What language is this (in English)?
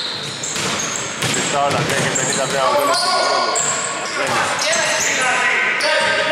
Greek